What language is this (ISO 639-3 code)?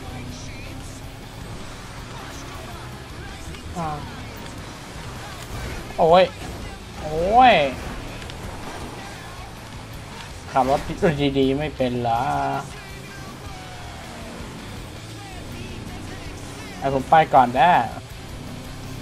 tha